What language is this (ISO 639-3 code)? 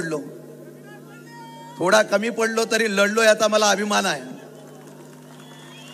mar